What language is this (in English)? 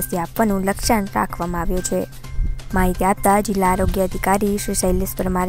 Gujarati